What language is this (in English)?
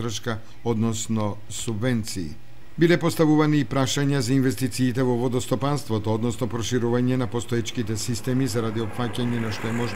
Macedonian